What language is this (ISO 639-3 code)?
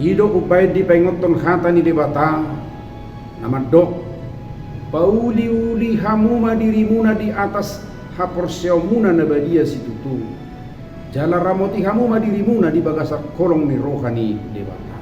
bbc